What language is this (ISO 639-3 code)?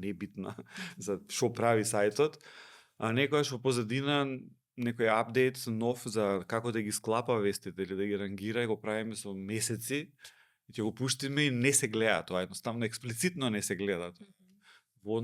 mkd